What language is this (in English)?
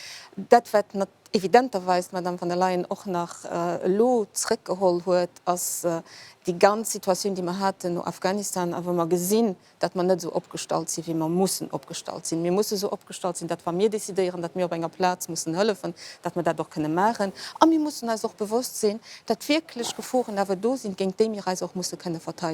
Luxembourgish